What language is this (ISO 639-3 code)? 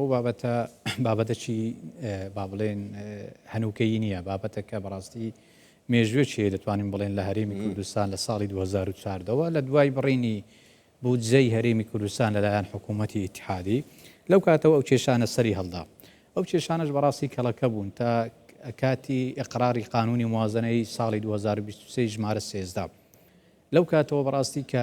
ckb